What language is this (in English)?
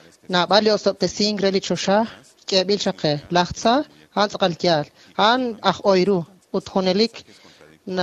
Kekchí